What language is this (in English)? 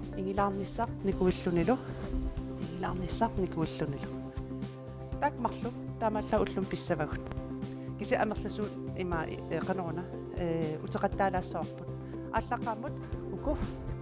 Kalaallisut